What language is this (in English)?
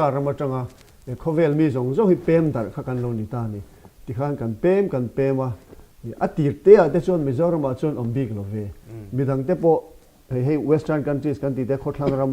Mizo